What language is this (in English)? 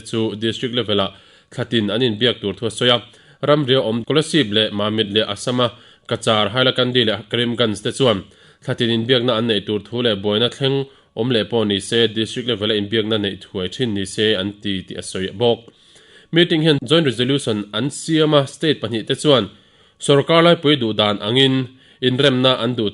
Mizo